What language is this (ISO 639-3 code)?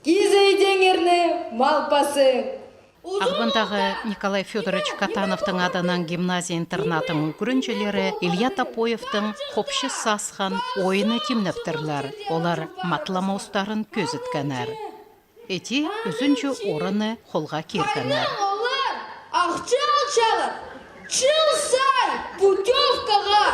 kjh